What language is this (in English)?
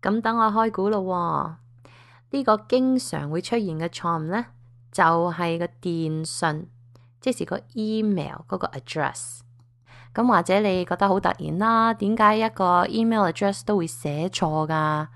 Cantonese